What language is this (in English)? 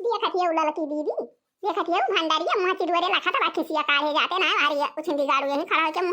Awadhi